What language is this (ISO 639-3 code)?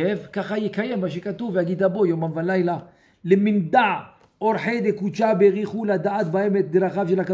heb